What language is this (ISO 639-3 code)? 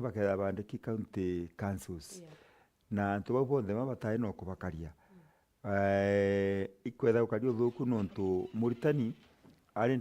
mer